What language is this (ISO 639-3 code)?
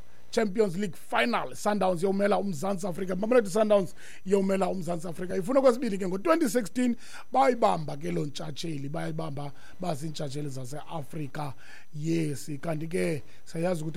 xho